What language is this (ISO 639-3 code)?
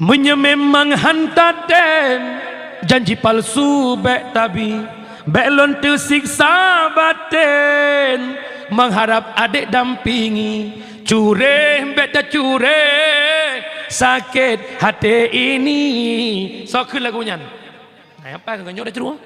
ace